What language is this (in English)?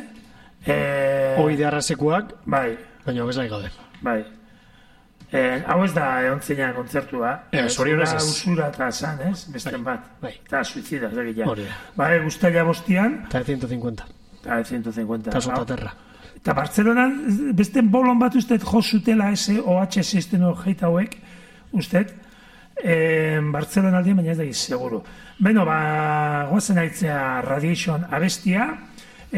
Basque